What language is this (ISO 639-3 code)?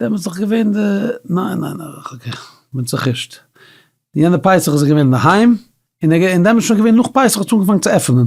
yid